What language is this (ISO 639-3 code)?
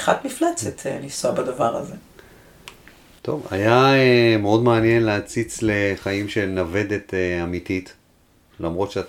heb